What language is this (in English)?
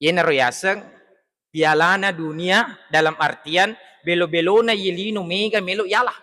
Buginese